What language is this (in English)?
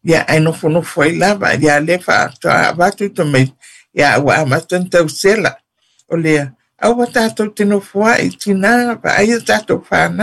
Samoan